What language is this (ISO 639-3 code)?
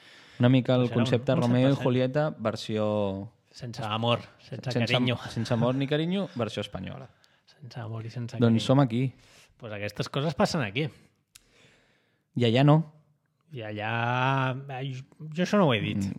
cat